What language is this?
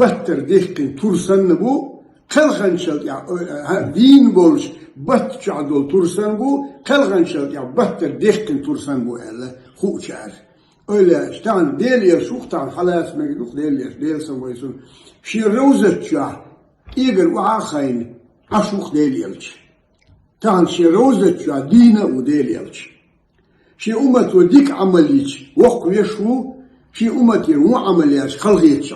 Ingush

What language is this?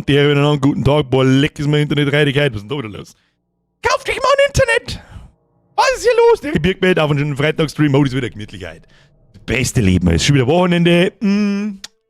Bavarian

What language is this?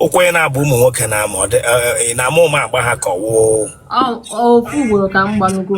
Igbo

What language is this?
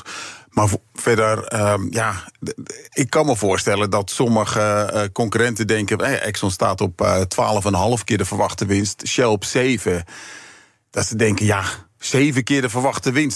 Dutch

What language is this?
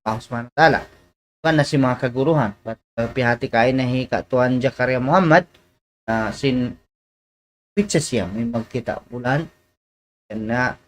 Tausug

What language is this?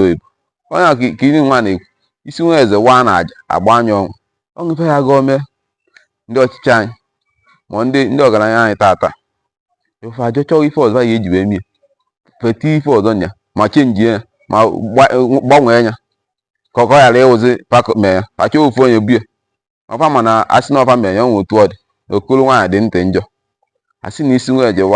Igbo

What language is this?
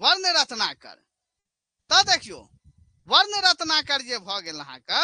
Maithili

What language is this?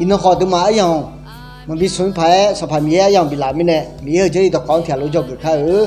Akha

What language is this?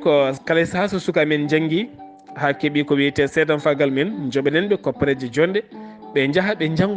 Fula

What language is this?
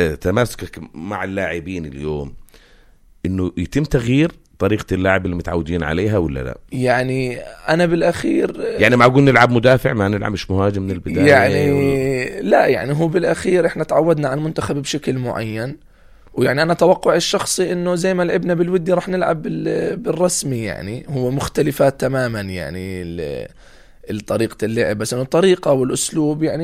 North Levantine Arabic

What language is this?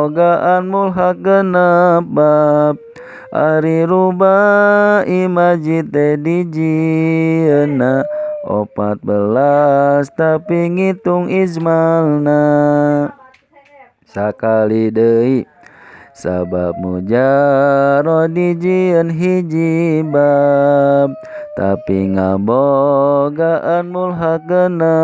Sundanese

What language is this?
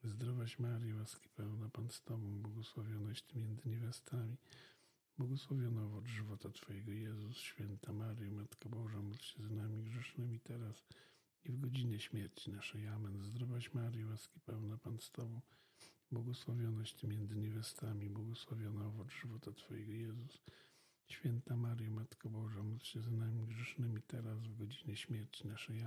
Polish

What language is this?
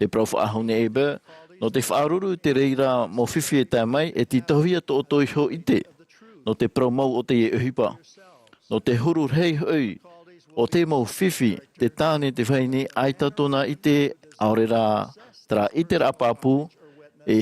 Tahitian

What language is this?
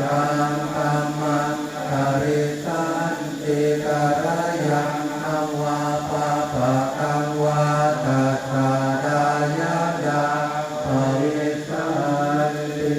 Pali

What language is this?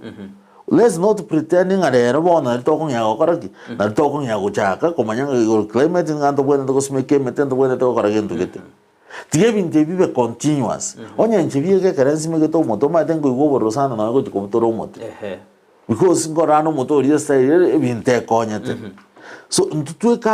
Gusii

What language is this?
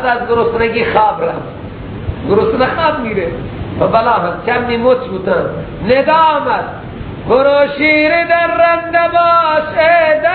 Persian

